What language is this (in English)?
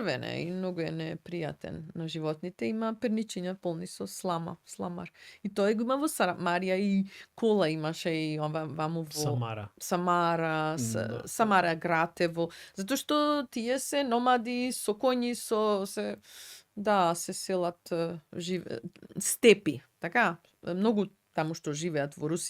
Macedonian